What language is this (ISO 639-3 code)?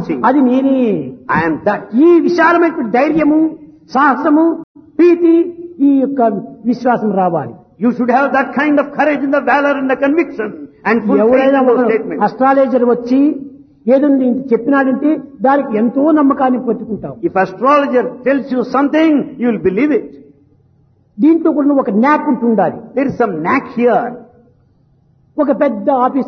tel